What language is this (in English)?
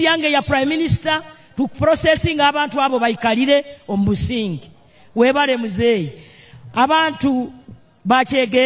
Nyankole